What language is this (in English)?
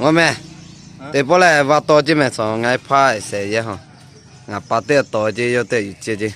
Lahu